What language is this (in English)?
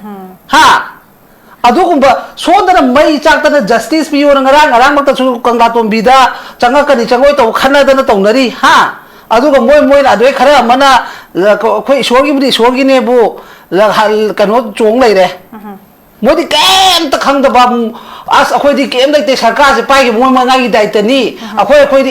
Manipuri